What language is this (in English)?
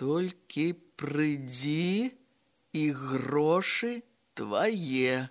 Belarusian